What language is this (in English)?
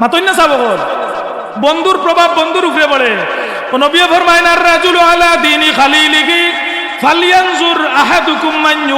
Sylheti